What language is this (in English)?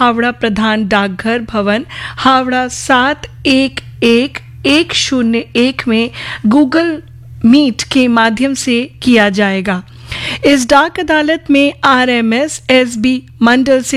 Hindi